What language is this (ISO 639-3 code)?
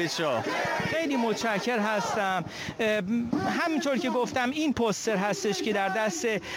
fas